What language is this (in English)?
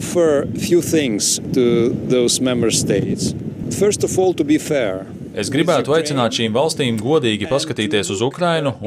Latvian